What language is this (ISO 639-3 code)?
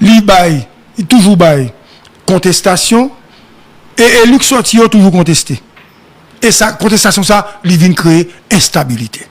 hat